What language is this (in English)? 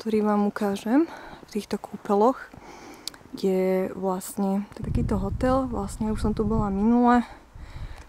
Slovak